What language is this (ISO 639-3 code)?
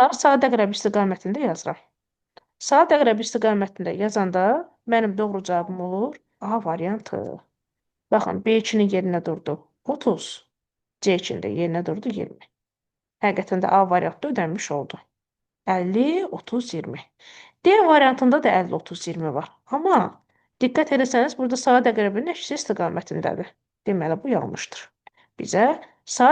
aze